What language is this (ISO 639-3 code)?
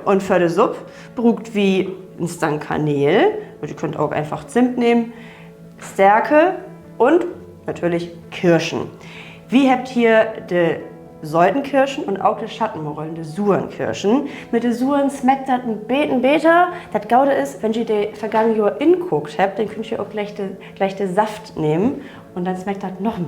nds